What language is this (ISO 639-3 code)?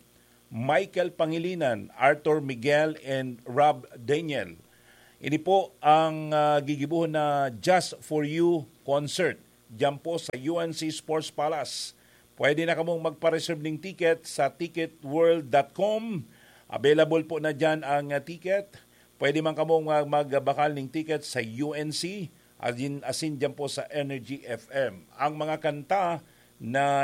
bik